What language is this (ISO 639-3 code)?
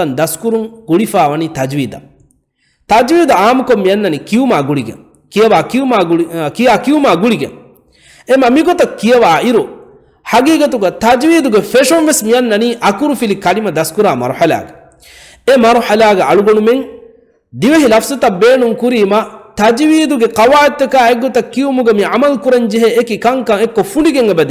div